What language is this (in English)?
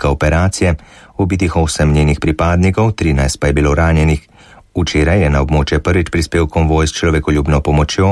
Slovenian